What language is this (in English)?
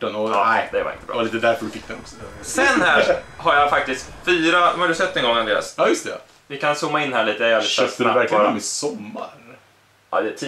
Swedish